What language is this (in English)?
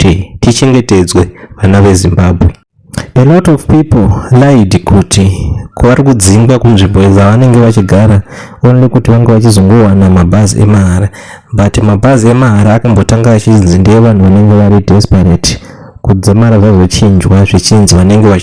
Shona